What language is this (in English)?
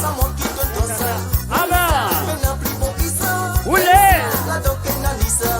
Morisyen